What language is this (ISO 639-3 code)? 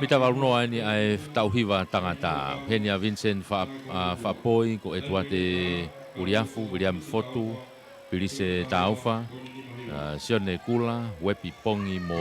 ton